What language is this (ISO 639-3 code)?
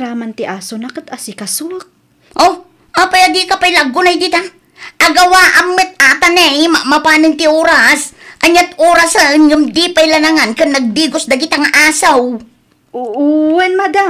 ilo